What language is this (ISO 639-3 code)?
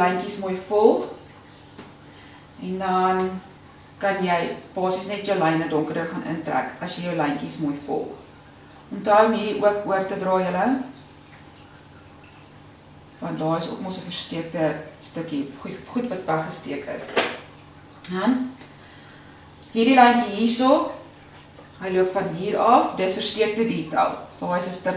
afr